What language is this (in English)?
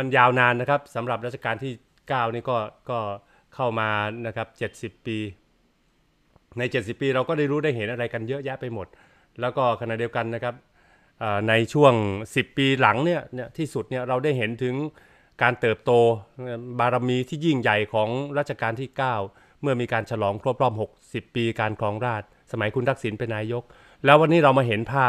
Thai